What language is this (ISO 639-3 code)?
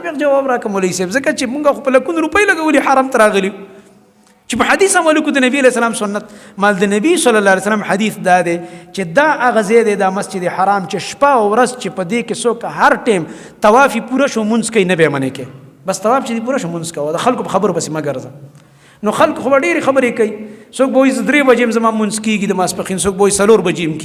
pus